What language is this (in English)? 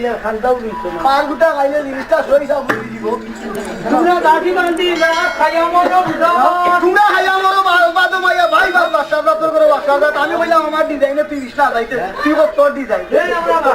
Sylheti